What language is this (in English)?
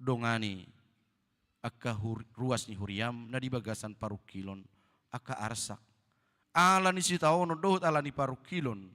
Batak Toba